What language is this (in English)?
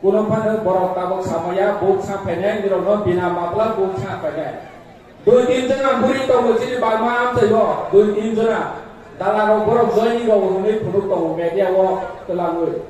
Kok Borok